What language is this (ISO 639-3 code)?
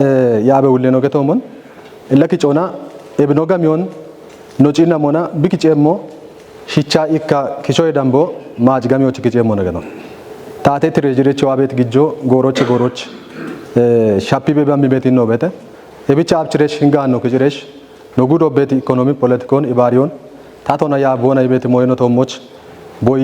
kbr